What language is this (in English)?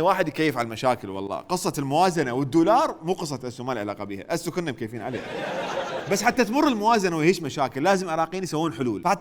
Mesopotamian Arabic